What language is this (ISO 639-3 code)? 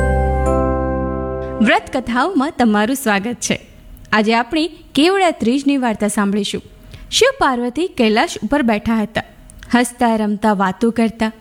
guj